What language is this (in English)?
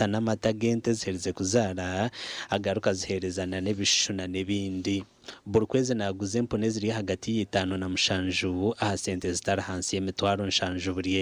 Nyankole